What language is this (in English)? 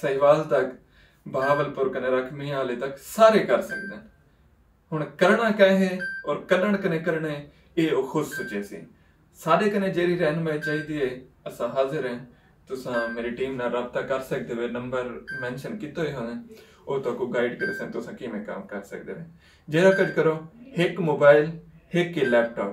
Saraiki